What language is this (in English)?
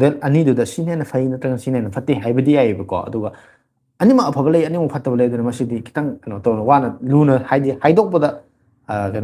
Manipuri